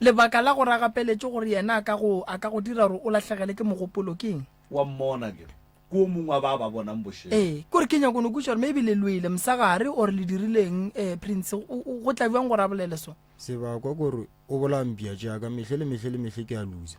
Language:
Northern Sotho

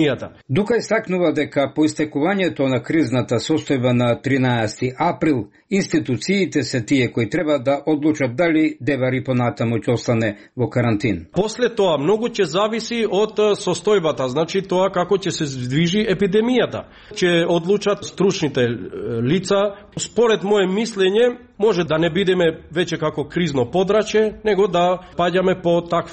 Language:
Macedonian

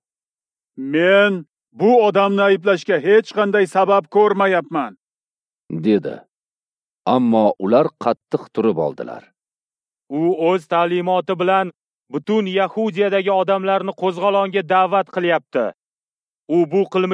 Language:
Uzbek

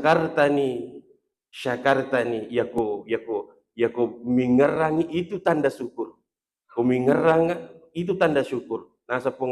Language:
Buginese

